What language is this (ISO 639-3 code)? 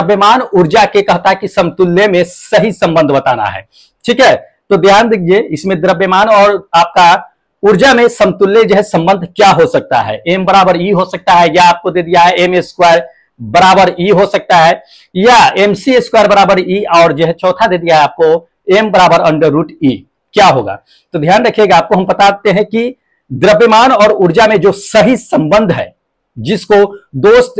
hin